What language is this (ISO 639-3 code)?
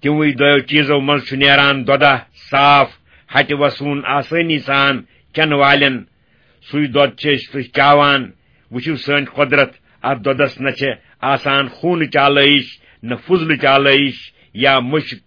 kas